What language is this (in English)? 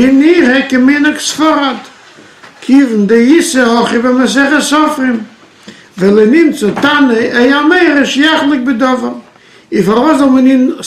Yiddish